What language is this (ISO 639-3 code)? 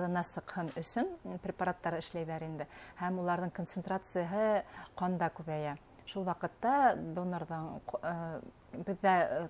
bak